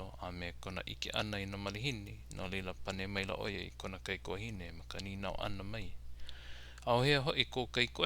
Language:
Hawaiian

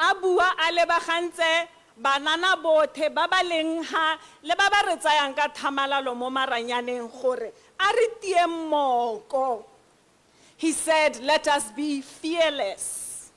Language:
Tswana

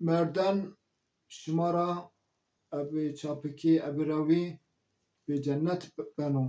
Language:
Zaza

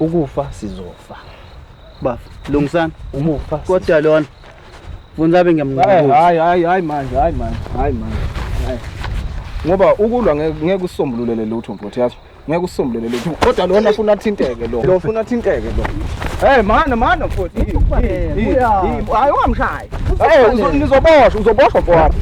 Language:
Zulu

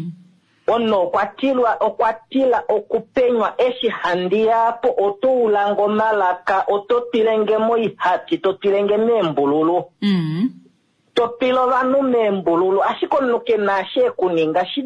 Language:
Kuanyama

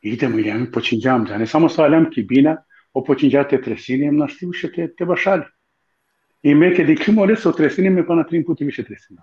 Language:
Balkan Romani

